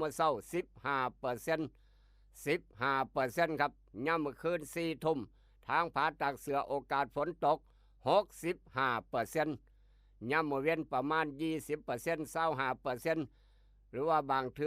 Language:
Northeastern Thai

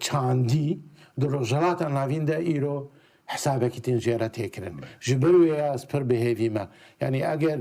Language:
Kurdish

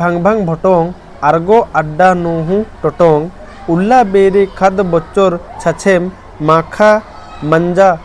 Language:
Kurukh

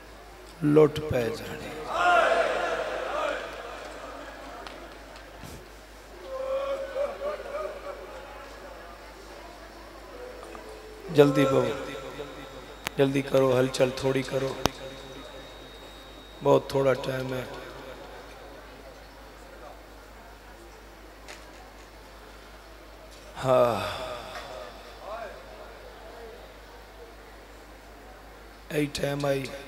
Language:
Urdu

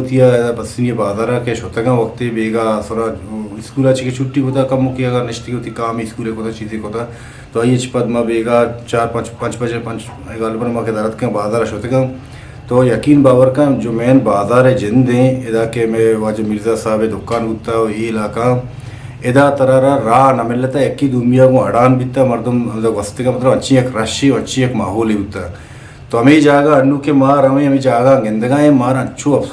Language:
Eastern Balochi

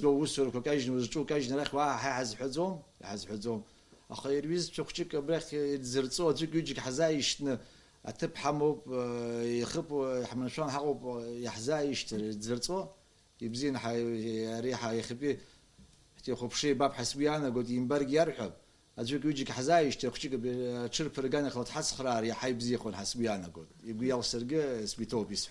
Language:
Abkhazian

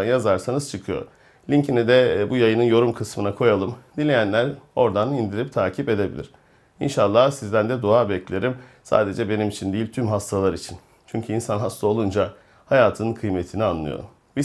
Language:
Turkish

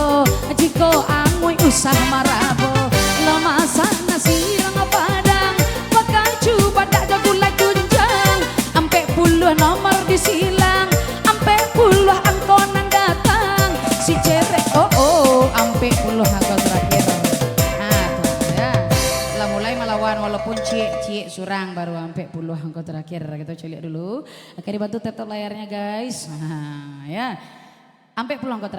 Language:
Minangkabau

